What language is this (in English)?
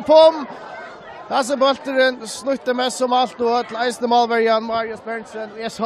Faroese